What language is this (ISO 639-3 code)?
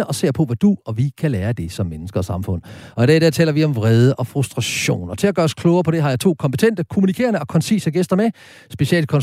dan